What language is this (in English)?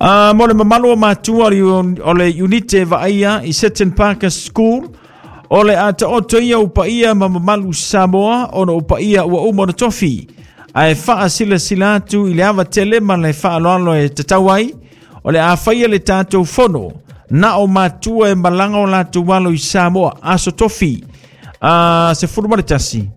Samoan